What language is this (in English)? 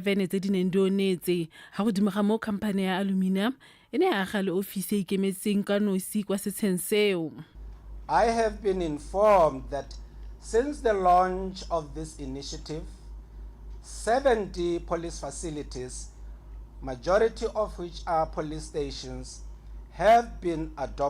Tswana